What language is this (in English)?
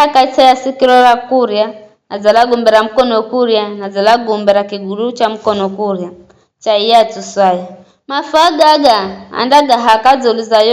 Giryama